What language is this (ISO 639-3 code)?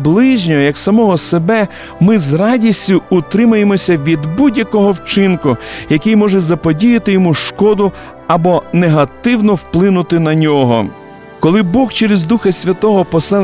ukr